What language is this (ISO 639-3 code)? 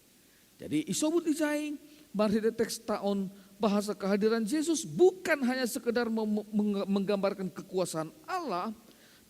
bts